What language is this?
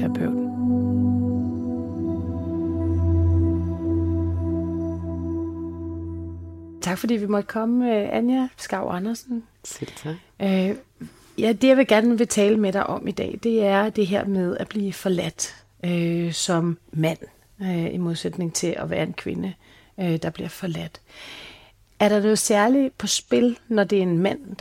Danish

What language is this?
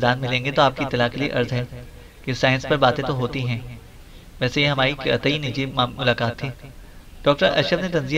Urdu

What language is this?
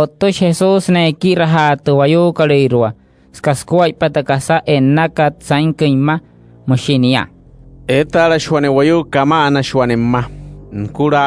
Wayuu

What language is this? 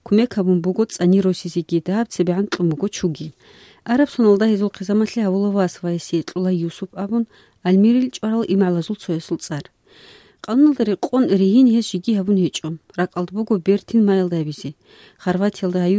Avaric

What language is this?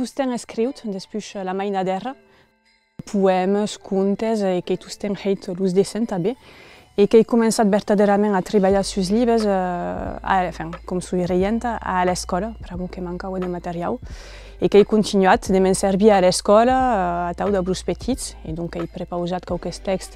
Occitan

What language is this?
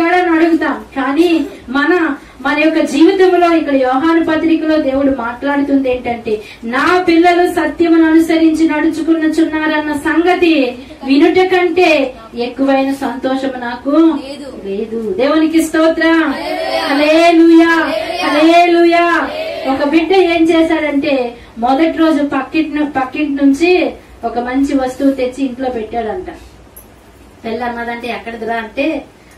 Telugu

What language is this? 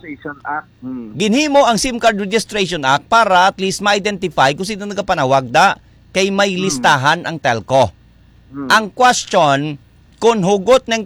Hiligaynon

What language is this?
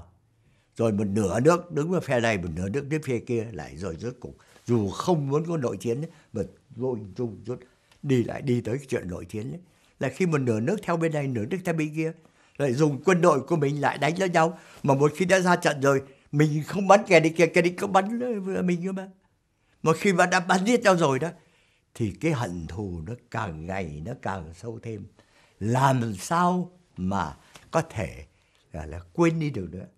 Vietnamese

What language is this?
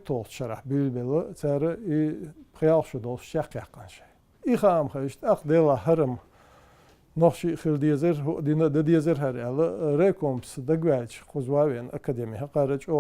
Chechen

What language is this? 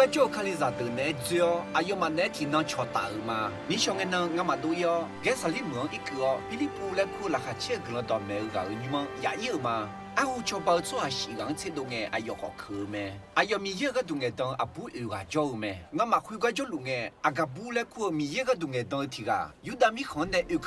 Akha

